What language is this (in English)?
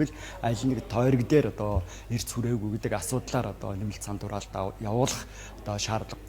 Mongolian